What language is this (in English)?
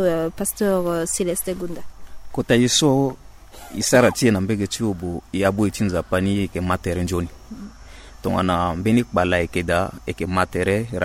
Sango